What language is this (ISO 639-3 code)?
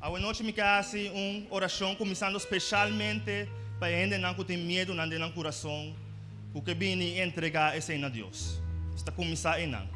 pap